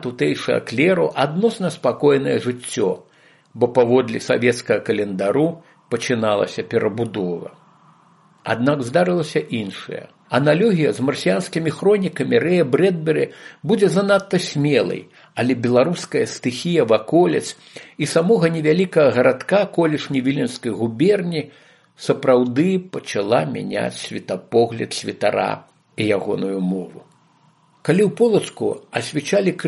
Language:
Belarusian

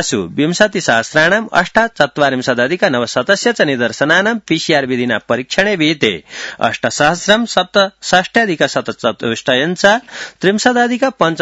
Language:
Sanskrit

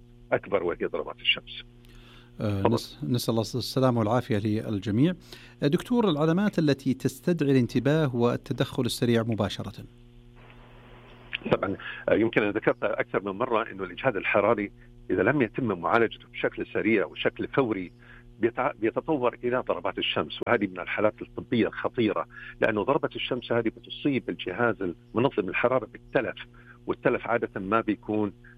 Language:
Arabic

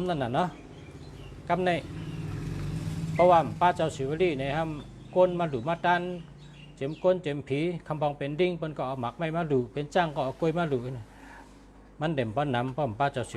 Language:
Shan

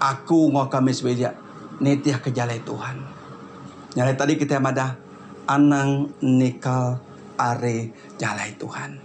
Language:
Iban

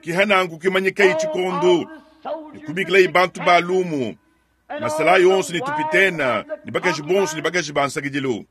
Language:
Luba-Lulua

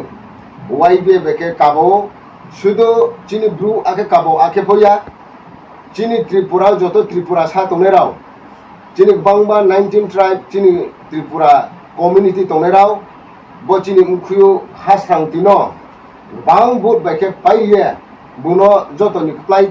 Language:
Riang (India)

